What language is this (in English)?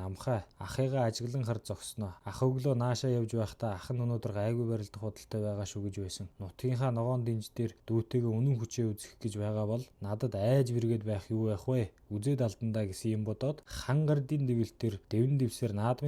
Mongolian